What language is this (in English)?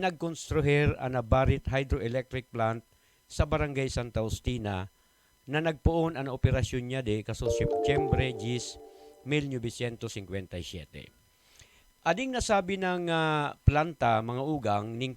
Buhi'non Bikol